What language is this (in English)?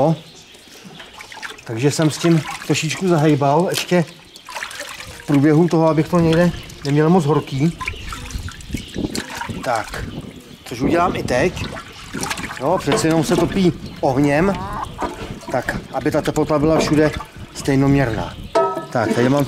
Czech